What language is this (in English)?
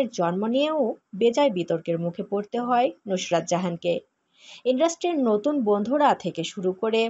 Bangla